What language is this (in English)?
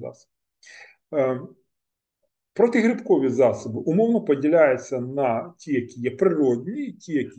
Ukrainian